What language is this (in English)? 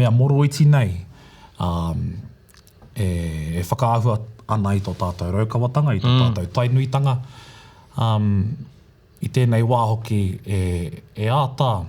Māori